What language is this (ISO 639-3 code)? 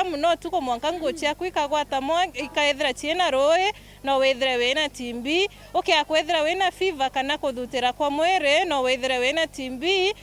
mer